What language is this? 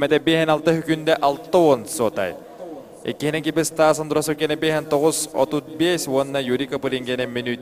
Yakut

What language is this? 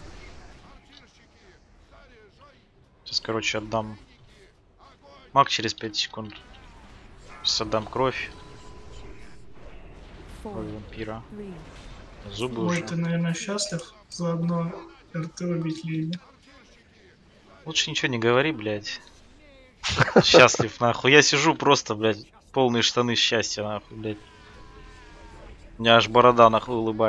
Russian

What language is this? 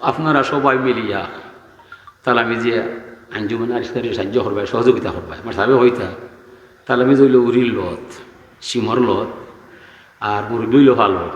Sylheti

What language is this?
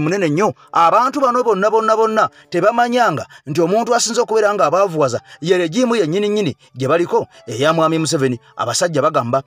Ganda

